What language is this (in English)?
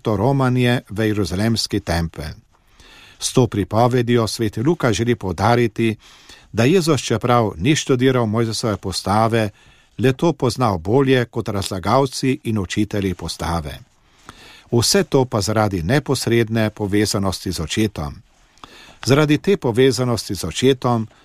Slovenian